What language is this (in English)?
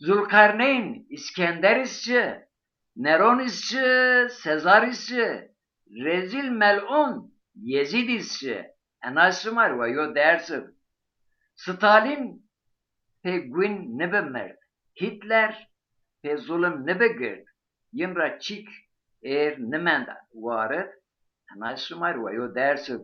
Zaza